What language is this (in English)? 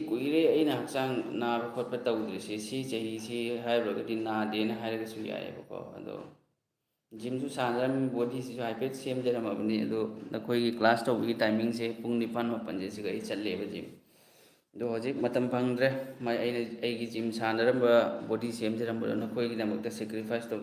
Manipuri